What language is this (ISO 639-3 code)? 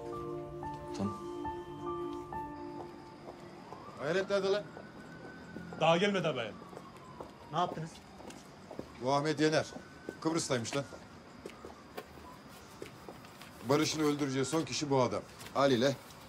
tur